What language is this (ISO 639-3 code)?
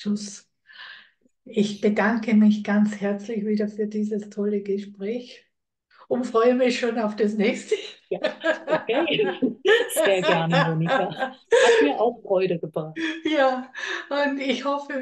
deu